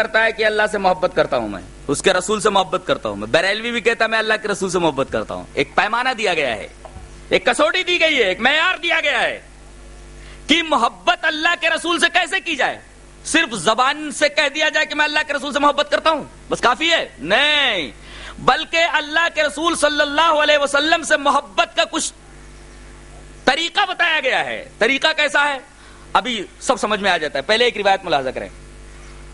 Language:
Urdu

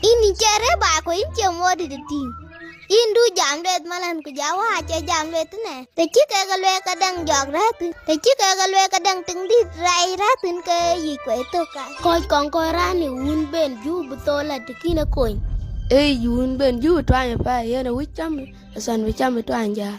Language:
Dinka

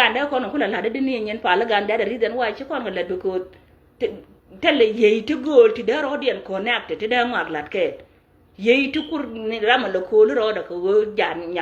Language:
Nuer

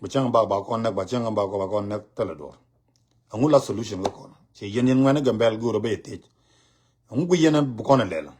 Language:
Nuer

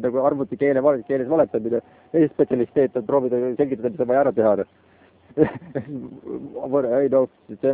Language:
Estonian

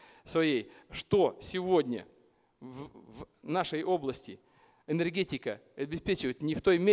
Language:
Russian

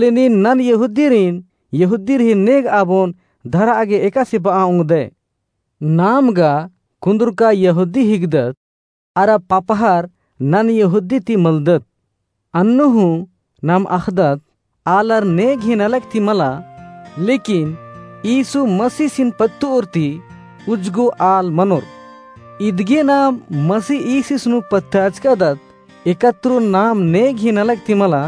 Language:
Kurukh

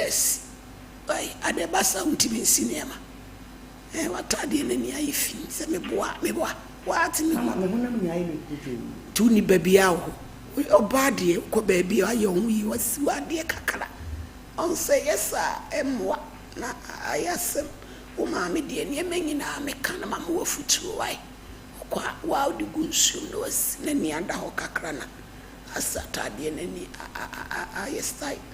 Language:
Akan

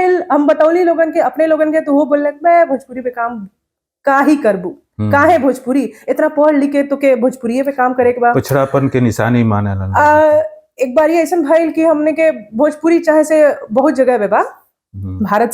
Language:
Bhojpuri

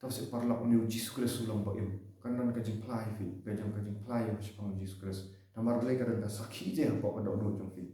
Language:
Khasi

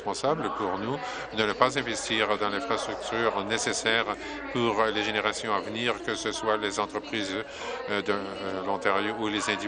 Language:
French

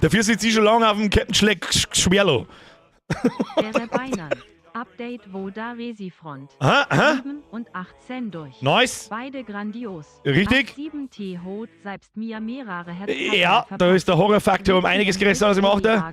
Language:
Bavarian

